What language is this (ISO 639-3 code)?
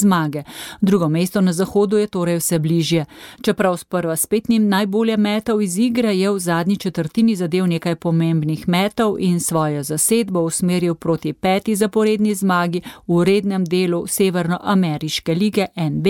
slv